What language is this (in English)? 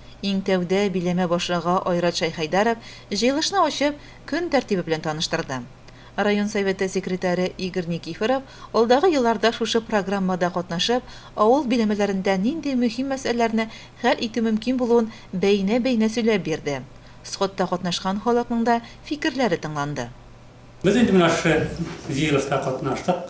Tatar